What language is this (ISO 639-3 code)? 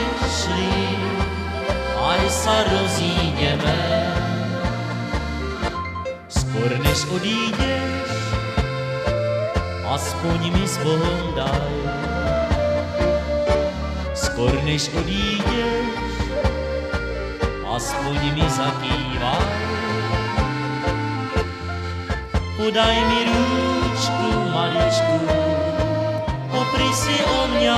slk